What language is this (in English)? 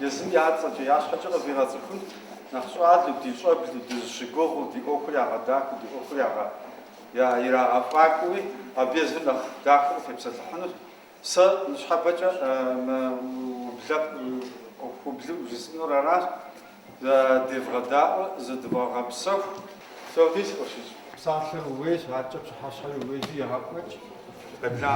Kabardian